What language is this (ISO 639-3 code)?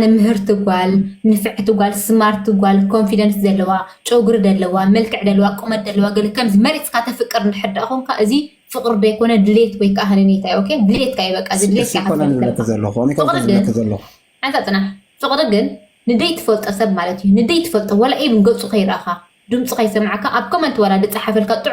tir